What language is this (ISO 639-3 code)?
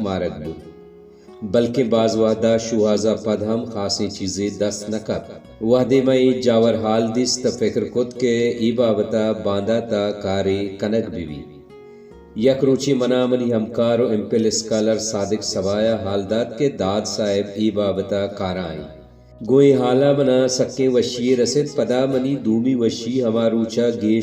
bal